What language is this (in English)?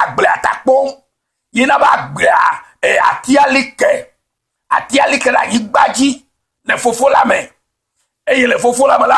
Ewe